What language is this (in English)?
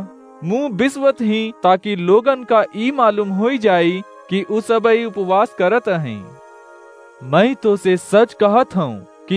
Awadhi